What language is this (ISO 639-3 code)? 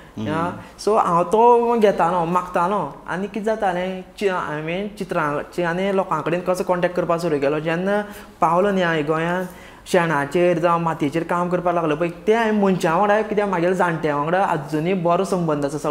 kok